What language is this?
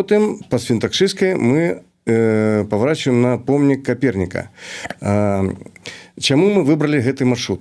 Belarusian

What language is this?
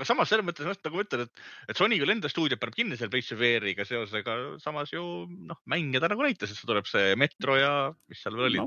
Estonian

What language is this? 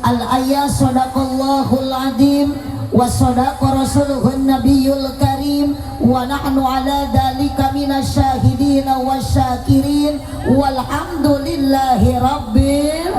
Sundanese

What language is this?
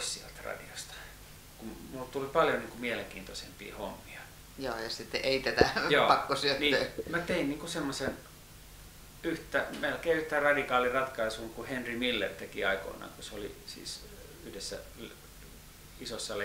Finnish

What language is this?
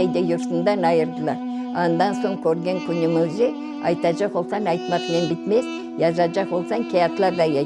Crimean Tatar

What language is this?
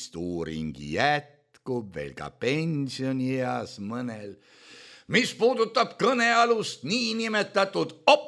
Estonian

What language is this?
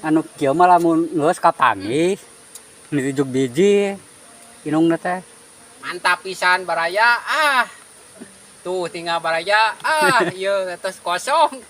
Sundanese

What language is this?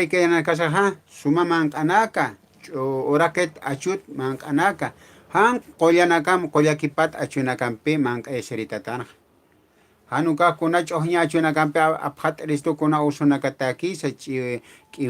Aymara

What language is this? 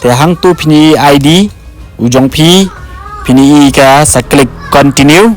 Khasi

